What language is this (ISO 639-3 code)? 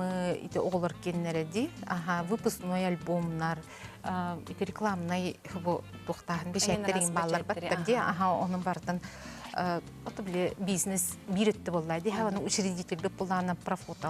sah